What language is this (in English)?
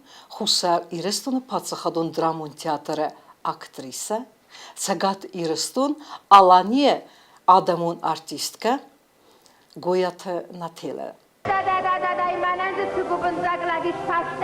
Ossetic